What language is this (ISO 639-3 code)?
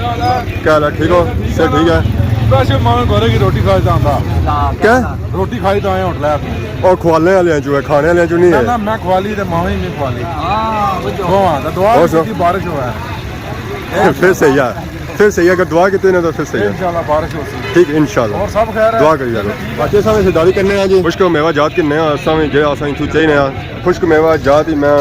phr